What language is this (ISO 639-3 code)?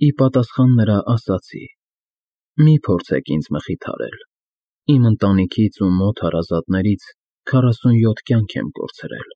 hye